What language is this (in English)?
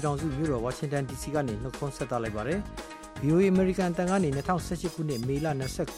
Burmese